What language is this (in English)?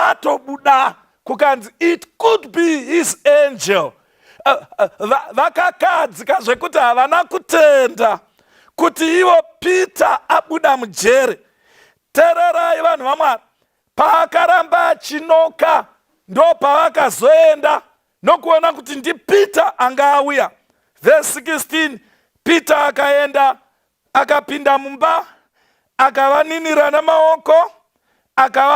Shona